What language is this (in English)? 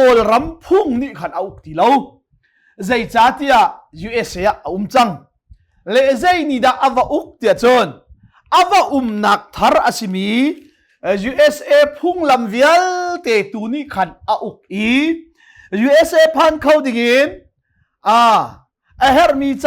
Hakha Chin